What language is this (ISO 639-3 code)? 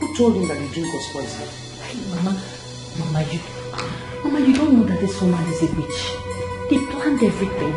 pcm